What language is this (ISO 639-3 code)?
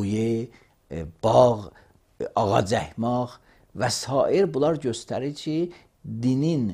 aze